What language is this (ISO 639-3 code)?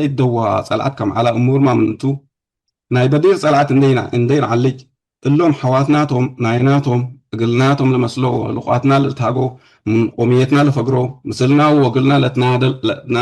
tig